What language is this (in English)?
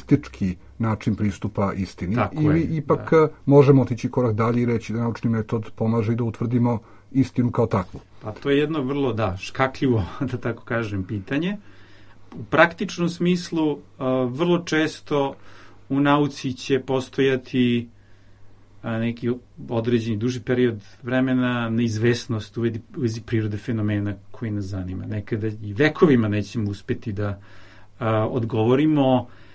Serbian